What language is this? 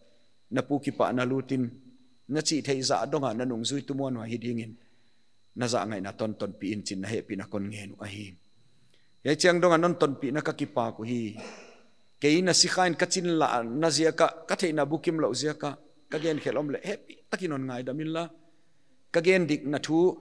Paite Chin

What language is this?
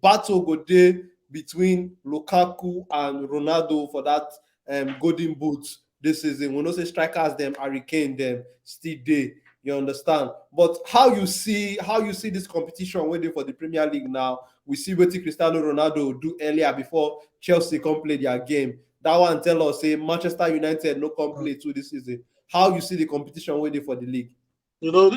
Nigerian Pidgin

